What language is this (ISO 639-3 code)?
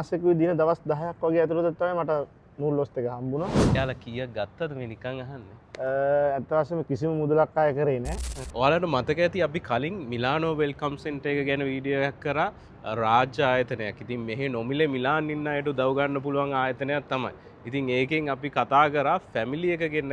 sin